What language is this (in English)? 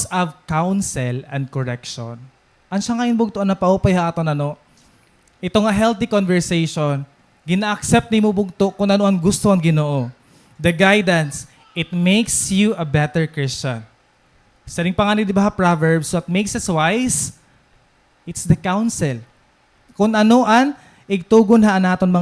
Waray